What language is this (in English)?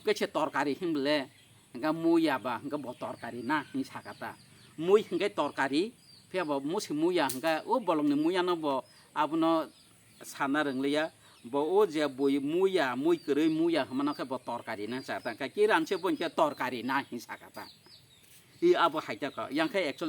Kok Borok